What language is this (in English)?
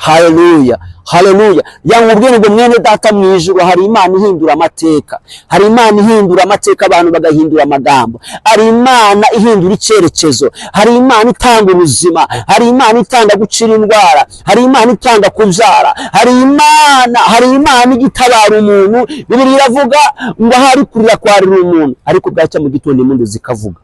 Kinyarwanda